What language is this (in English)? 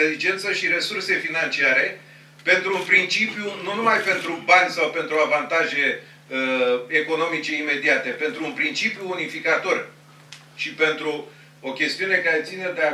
Romanian